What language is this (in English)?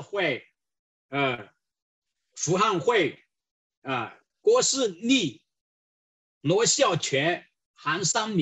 Chinese